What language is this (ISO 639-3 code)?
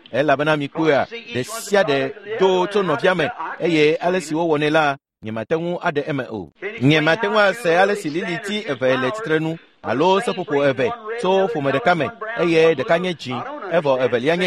ewe